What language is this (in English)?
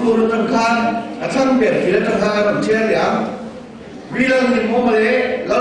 Mizo